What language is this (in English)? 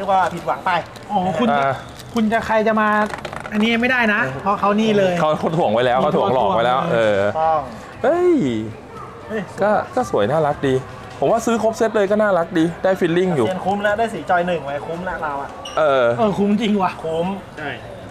Thai